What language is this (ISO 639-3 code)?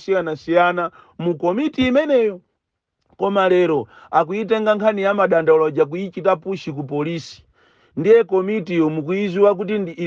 nya